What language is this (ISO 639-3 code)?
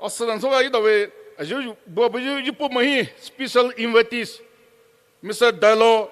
pmx